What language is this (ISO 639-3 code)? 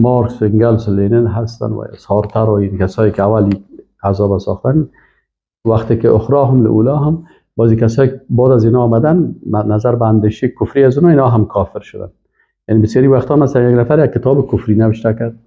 fas